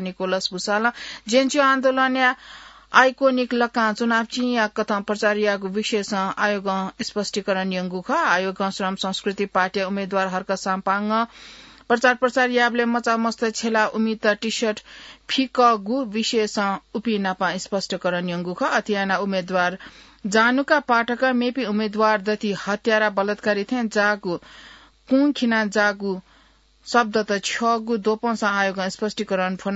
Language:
Newari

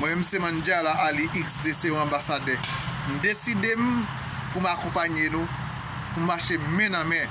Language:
Haitian Creole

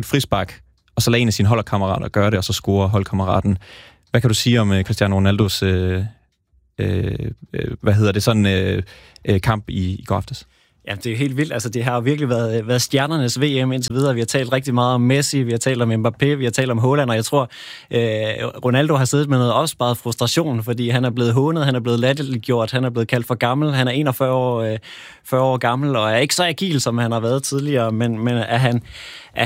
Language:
Danish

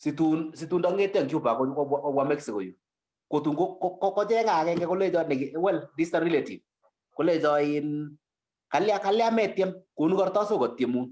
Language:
Kalenjin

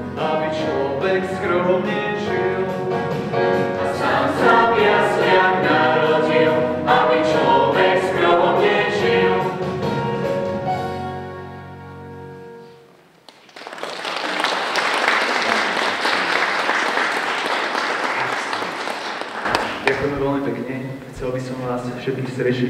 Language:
Slovak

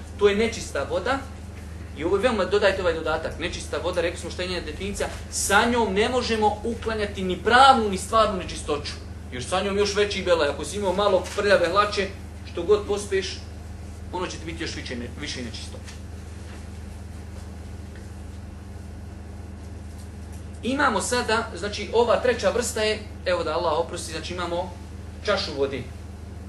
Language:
Bosnian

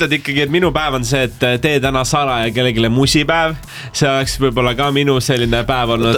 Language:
Estonian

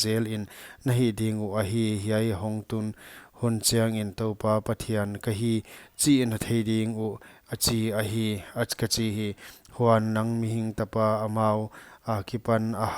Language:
Paite Chin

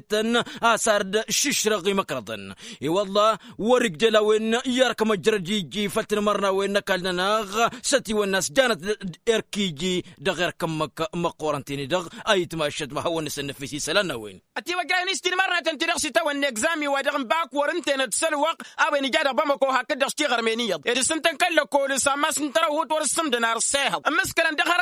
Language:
Tamasheq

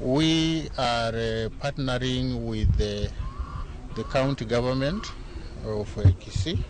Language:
Luo (Kenya and Tanzania)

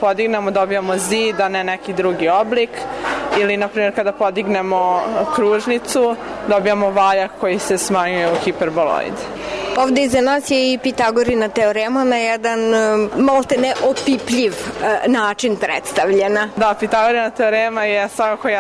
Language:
Serbian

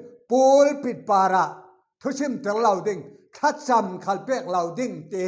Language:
Falam Chin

